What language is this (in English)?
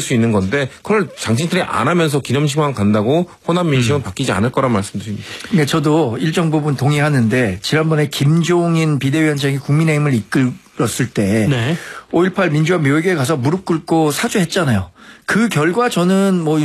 Korean